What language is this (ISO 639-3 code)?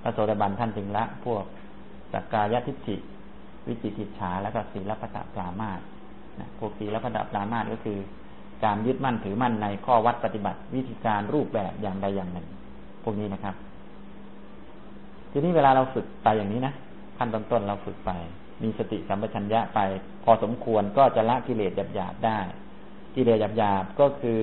tha